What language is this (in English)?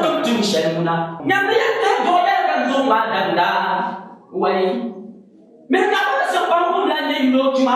Dagbani